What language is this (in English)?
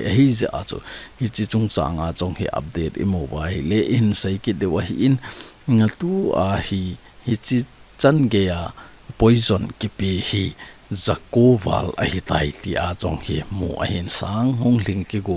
Thado Chin